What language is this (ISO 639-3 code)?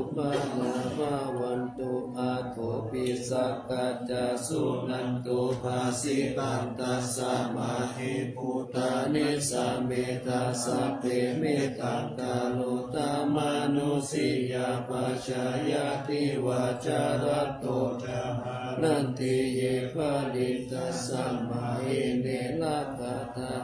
pli